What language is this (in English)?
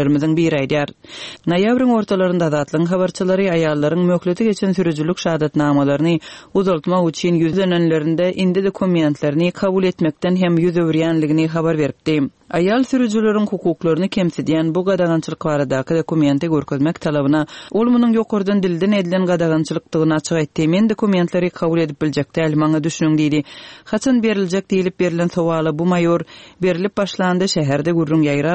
Turkmen